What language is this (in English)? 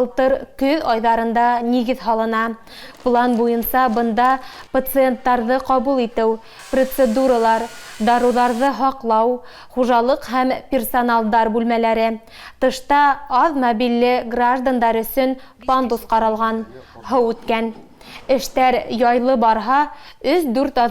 Bashkir